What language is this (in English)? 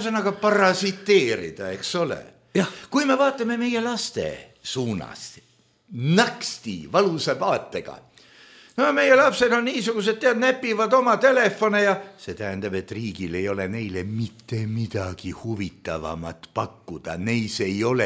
Estonian